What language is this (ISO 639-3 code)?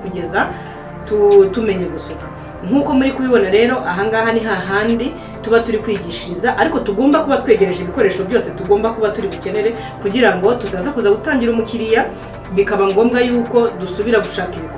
kin